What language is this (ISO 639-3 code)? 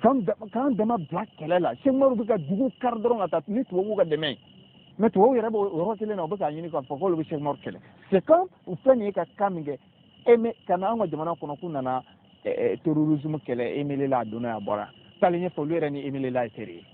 bam